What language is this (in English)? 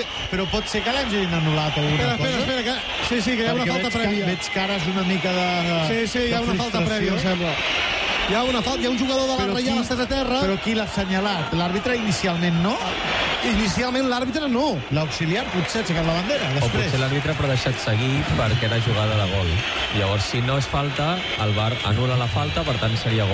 Catalan